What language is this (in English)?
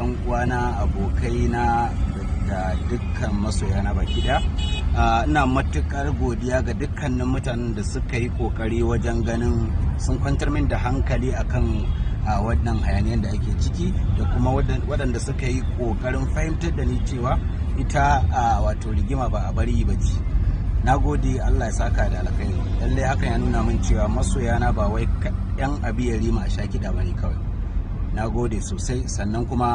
Hausa